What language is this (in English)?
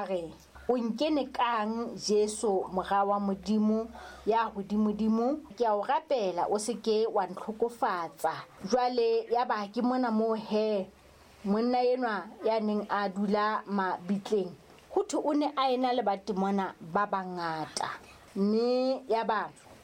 Southern Sotho